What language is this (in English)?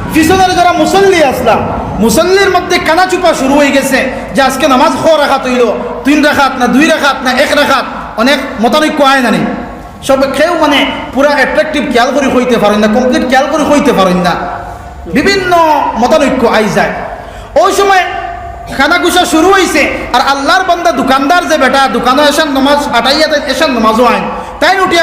Sylheti